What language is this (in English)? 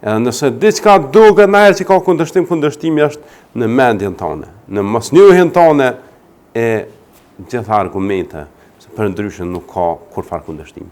Albanian